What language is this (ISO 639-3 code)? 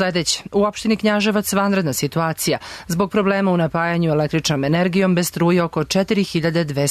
srp